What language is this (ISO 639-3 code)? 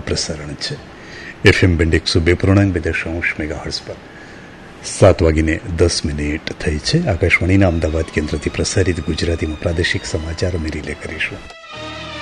guj